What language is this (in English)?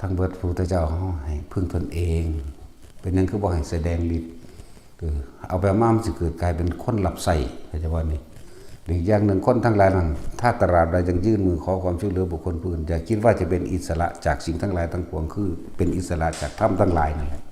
Northeastern Thai